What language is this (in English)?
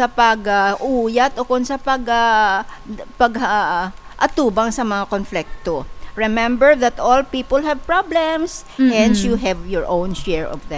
Hiligaynon